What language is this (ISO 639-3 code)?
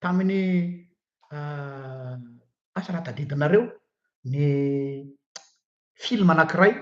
mlg